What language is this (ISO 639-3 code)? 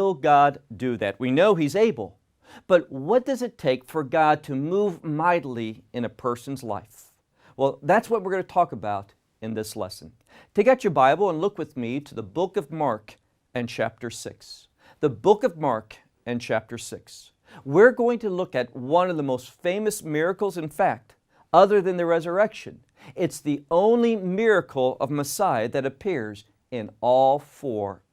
eng